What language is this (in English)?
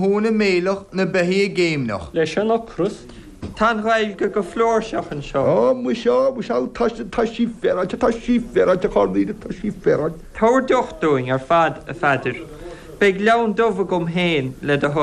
Irish